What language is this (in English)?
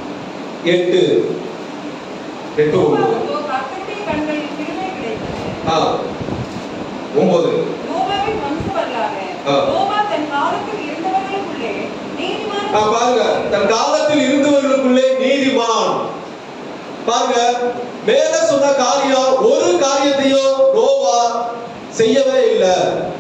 Tamil